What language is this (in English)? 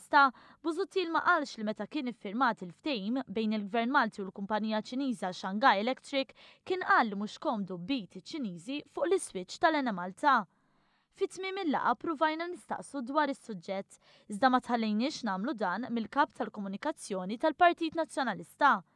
Maltese